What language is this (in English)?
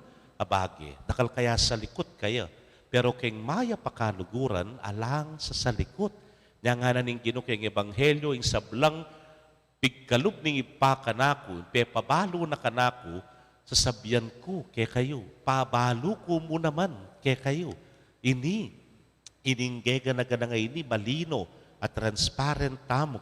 Pampanga